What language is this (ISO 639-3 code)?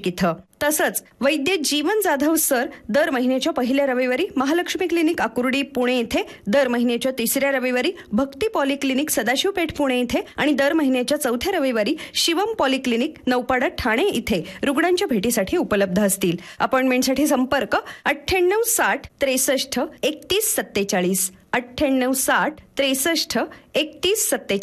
mar